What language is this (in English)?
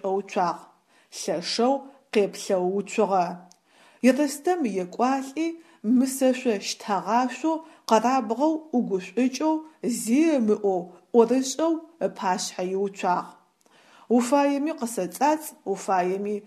Adyghe